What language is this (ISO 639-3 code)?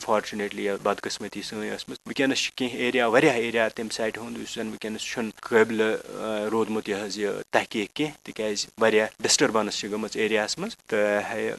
kas